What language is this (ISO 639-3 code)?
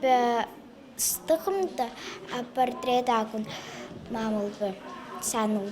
abk